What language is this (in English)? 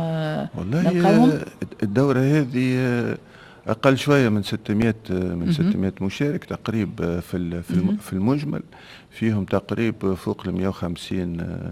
Tunisian Arabic